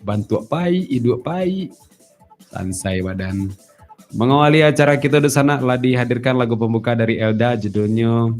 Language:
Minangkabau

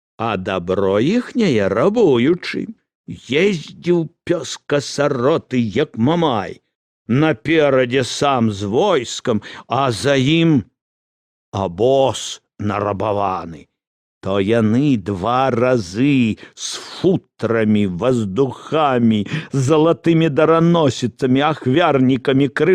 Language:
Belarusian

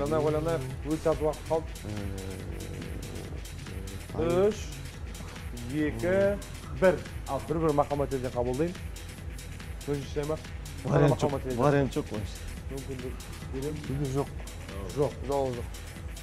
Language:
Kazakh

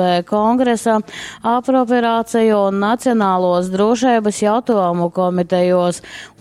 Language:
Latgalian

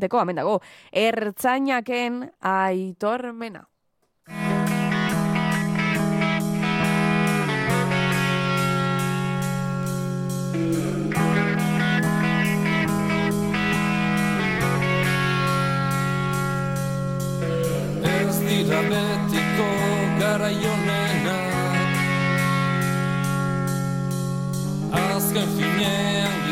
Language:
Basque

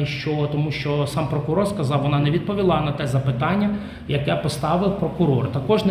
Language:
Ukrainian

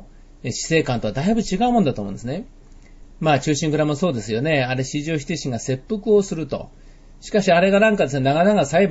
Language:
Japanese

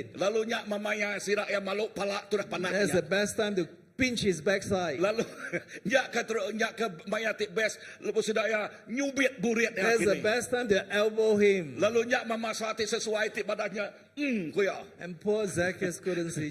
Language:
Iban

